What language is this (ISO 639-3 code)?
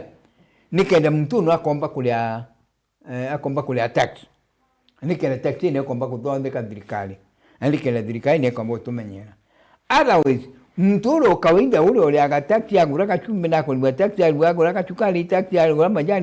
mer